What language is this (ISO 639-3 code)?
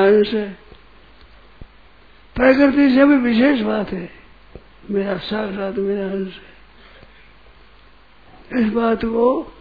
hin